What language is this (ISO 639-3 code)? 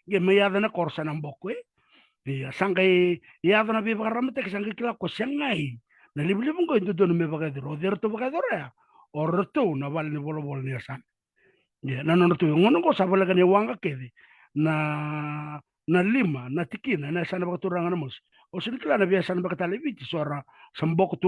fij